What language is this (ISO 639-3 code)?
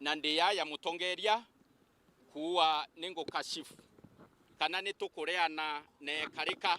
mer